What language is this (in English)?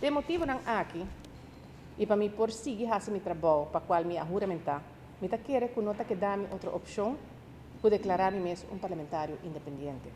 Papiamento